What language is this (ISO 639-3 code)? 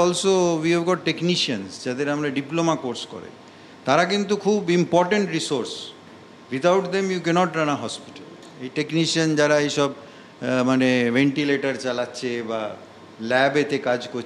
ben